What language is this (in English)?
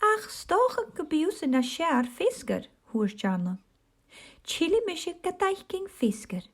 Scottish Gaelic